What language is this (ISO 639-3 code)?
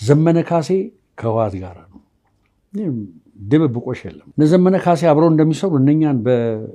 amh